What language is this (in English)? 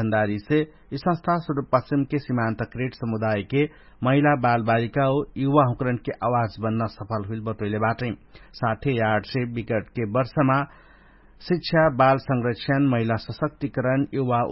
Dangaura Tharu